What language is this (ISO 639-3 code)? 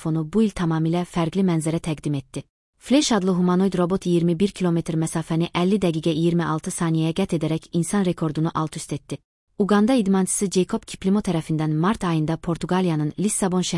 aze